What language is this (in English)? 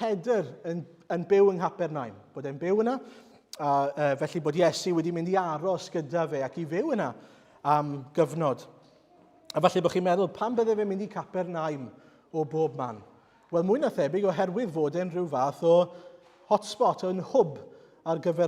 Welsh